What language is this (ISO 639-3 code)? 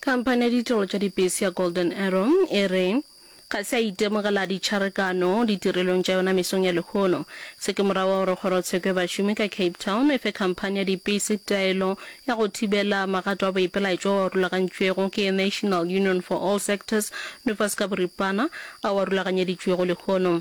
nso